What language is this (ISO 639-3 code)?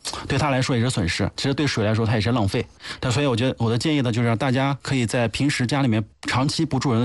zho